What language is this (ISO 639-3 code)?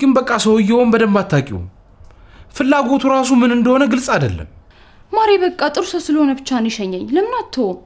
amh